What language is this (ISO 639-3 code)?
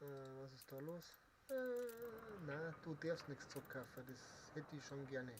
bar